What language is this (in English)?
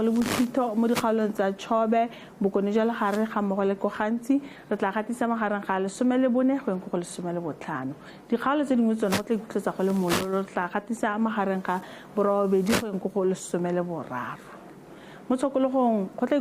Tswana